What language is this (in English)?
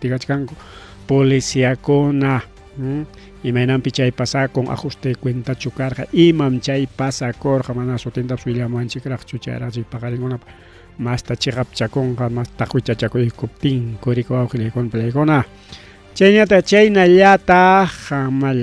Ayacucho Quechua